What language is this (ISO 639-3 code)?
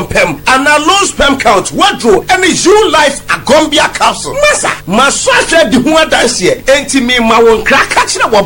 aka